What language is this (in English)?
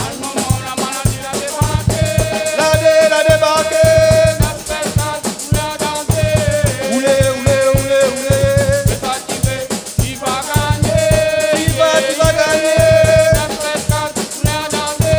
Réunion Creole French